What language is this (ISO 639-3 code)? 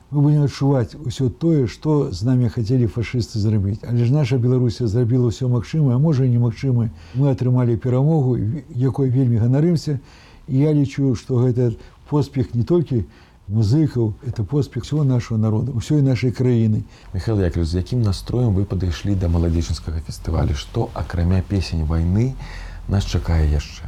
bel